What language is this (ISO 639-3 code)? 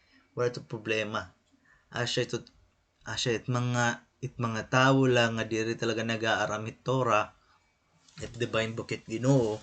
war